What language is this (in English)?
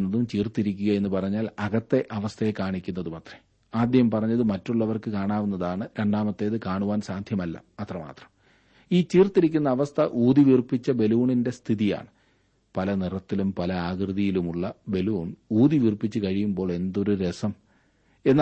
Malayalam